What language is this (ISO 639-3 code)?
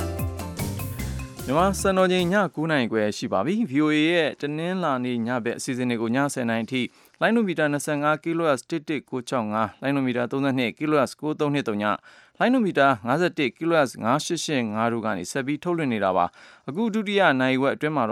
mya